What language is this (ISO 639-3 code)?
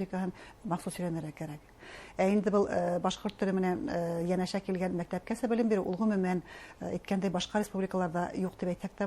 bak